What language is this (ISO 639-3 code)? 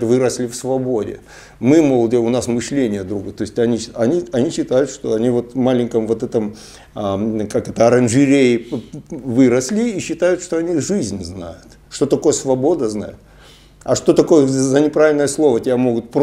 rus